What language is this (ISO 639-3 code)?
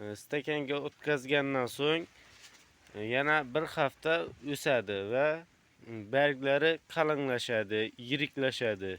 uzb